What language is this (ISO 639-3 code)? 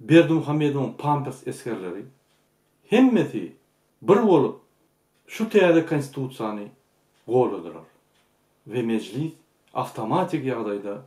tuk